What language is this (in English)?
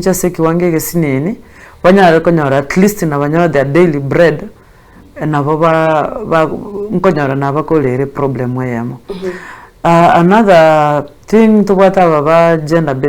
Gusii